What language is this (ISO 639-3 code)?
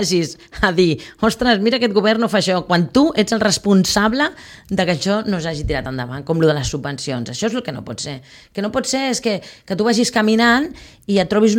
cat